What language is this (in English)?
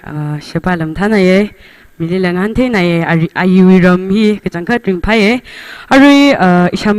Tangkhul Naga (India)